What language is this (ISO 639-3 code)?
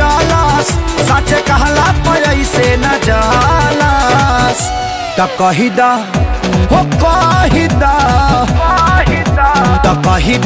bho